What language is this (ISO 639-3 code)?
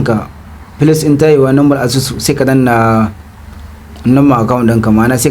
hau